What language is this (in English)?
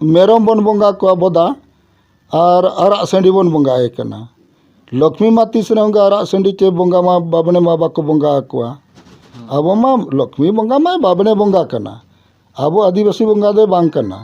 Santali